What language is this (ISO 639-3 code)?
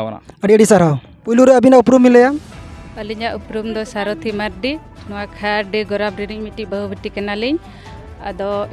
sat